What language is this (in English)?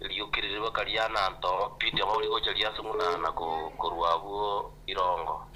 Gusii